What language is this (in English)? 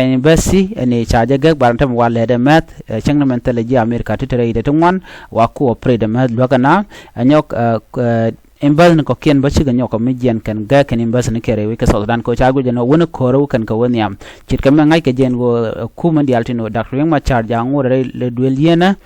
Nuer